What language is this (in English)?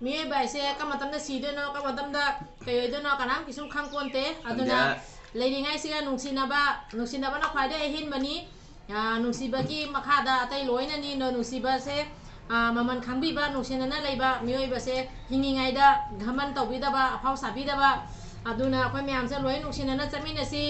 Manipuri